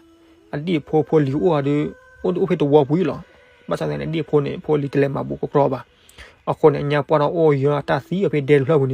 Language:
S'gaw Karen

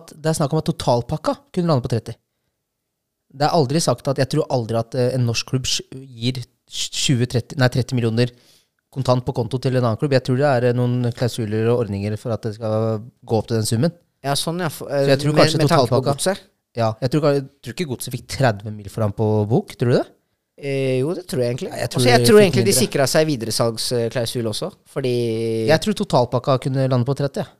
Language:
Norwegian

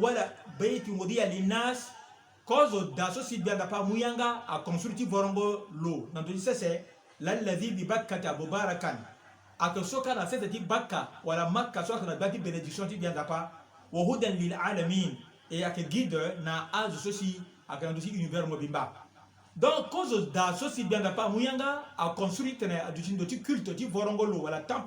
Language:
Sango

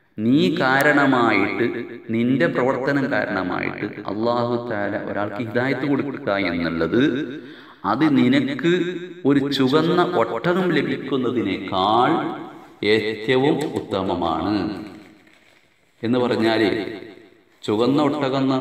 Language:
Malayalam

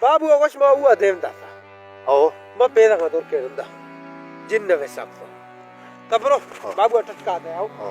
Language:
Baluchi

